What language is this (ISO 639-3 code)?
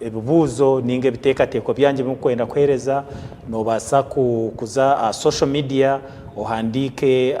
nyn